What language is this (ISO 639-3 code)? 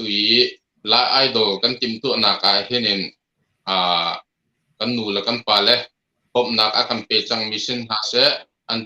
cnh